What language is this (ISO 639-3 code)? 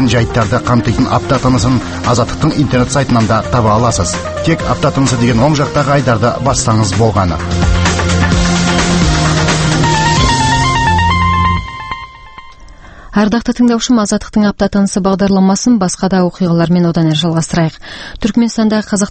kaz